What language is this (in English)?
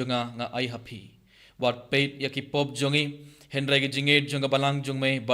Khasi